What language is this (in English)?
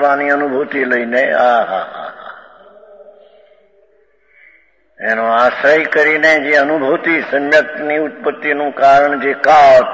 Gujarati